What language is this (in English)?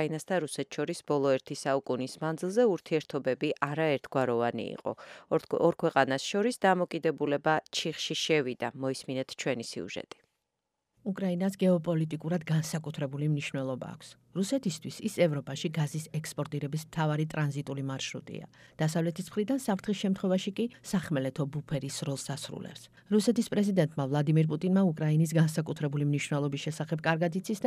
Georgian